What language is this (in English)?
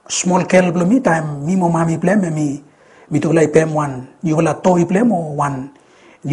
Bislama